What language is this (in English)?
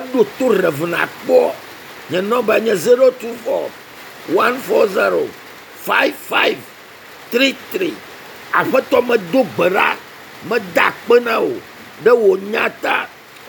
Ewe